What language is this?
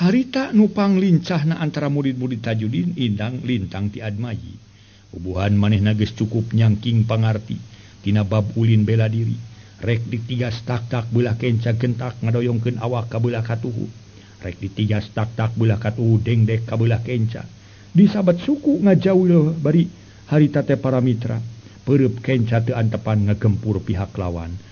Sundanese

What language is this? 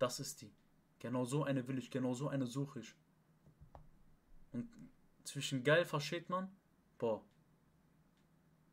German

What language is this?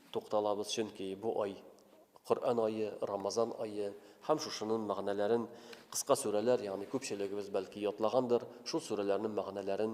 Tatar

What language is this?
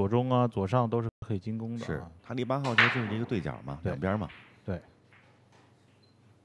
Chinese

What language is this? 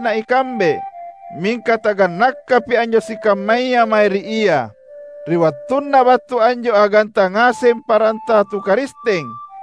Makasar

